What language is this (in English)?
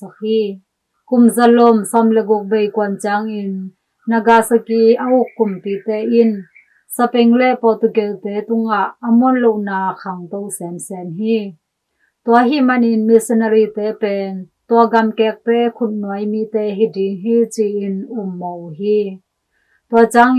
Tedim Chin